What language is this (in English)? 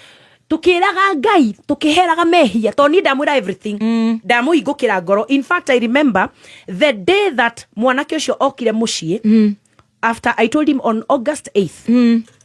Kikuyu